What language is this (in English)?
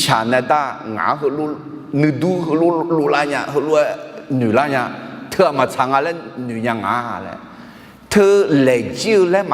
Akha